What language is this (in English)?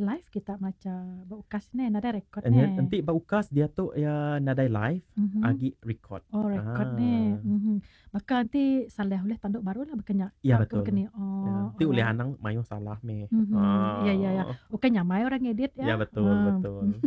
Iban